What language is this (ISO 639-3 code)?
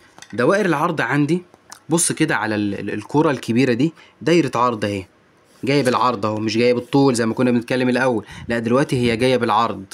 arz